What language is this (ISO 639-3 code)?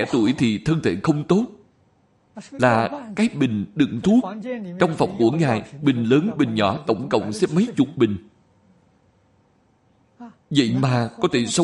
vie